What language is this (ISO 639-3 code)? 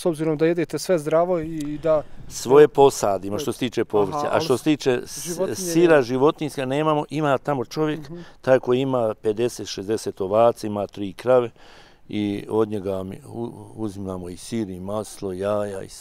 bos